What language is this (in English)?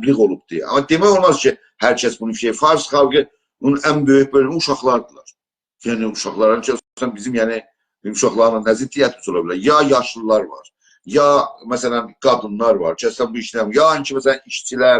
South Azerbaijani